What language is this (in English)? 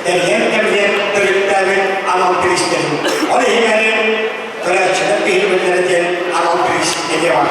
Yakut